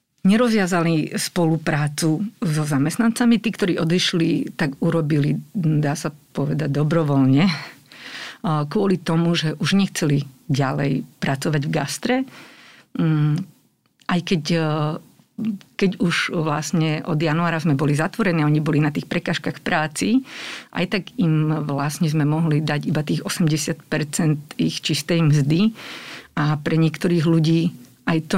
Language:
Slovak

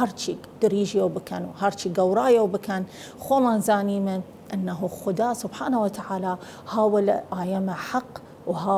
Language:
Southern Kurdish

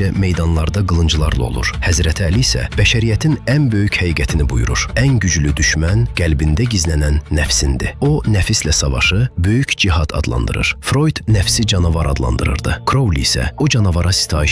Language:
Azerbaijani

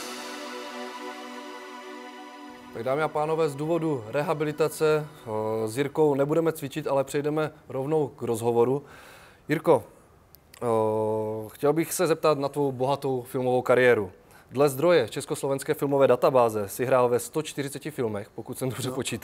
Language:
Czech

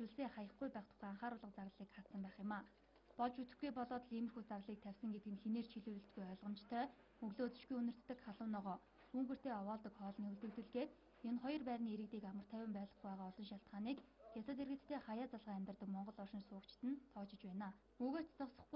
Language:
Mongolian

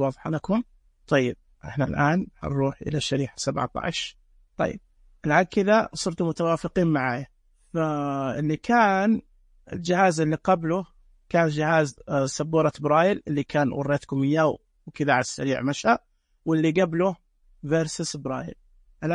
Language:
Najdi Arabic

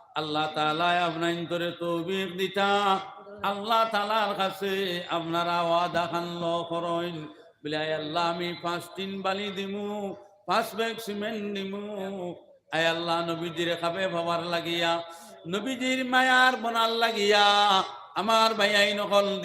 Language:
Sylheti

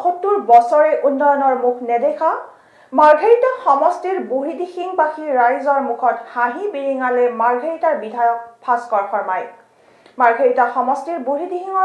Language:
Assamese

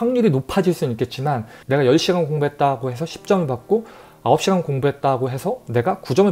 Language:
Korean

